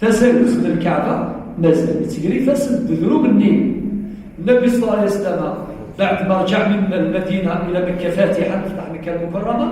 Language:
Kabyle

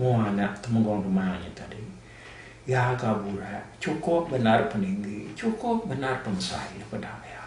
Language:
Iban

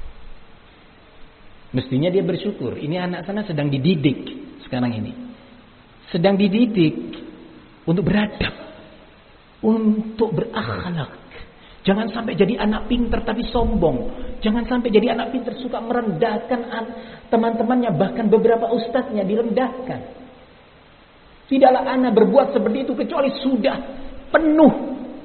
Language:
Indonesian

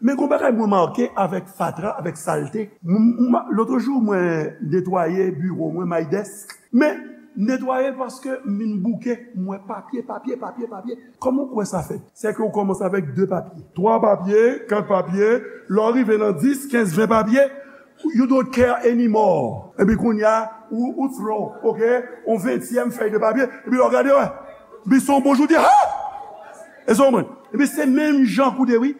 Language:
Haitian Creole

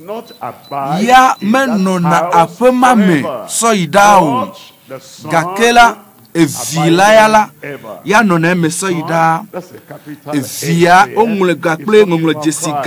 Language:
Ewe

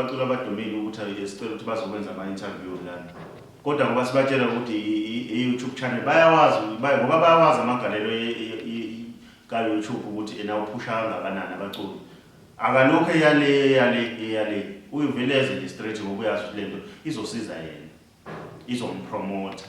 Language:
Zulu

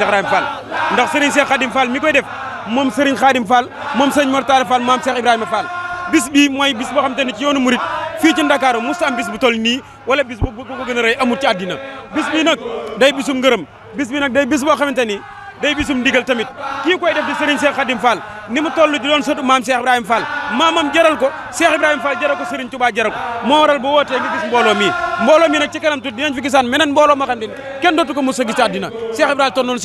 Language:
Wolof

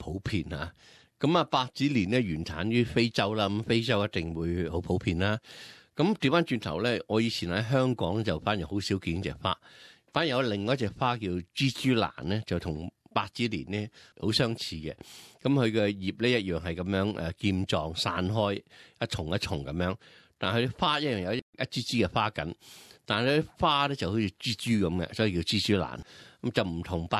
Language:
Cantonese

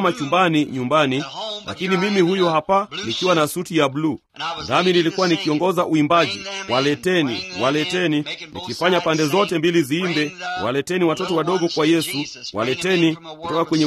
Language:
Swahili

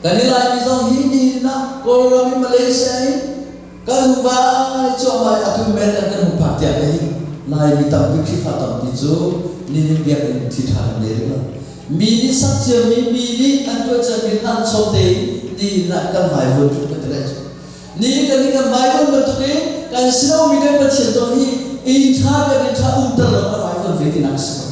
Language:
Hakha Chin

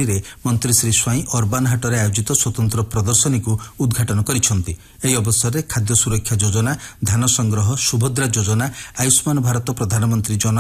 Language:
Odia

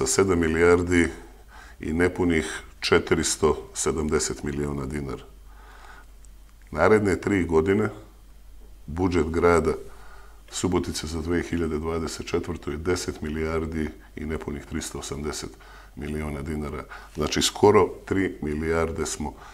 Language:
Serbian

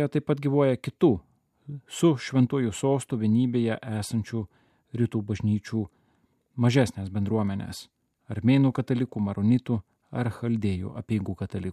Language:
Lithuanian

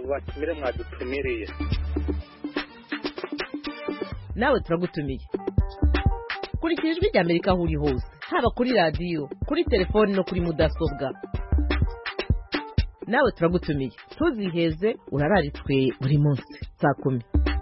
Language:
Kinyarwanda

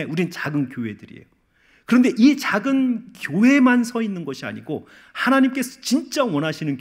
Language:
Korean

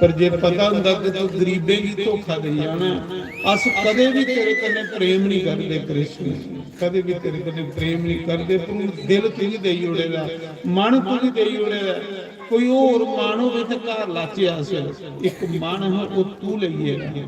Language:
Dogri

